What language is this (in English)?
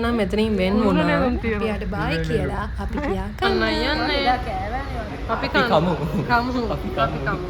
Sinhala